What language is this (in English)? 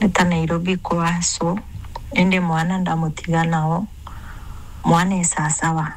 Meru